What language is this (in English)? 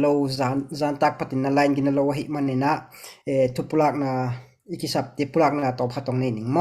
Tedim Chin